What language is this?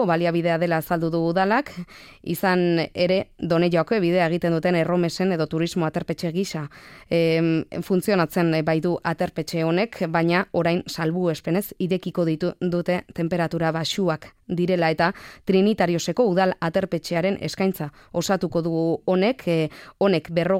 Basque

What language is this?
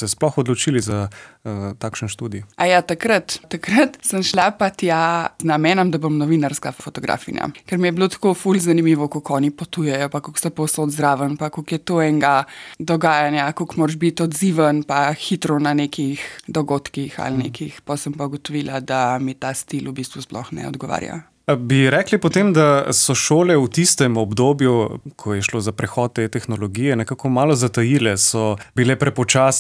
Slovenian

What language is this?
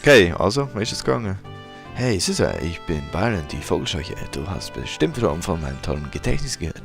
Swiss German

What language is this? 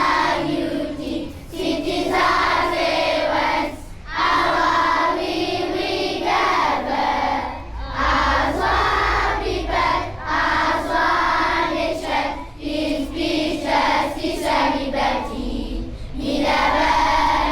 Morisyen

